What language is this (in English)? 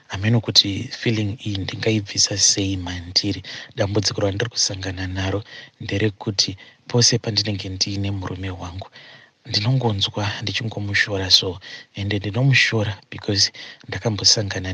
Shona